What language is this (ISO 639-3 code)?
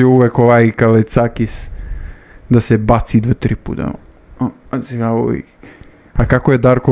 srp